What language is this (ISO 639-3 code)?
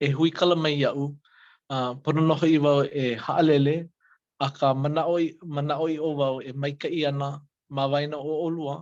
haw